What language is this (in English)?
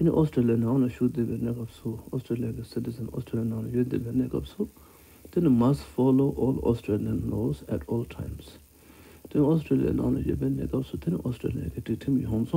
Tibetan